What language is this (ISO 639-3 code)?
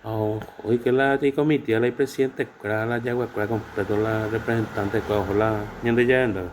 grn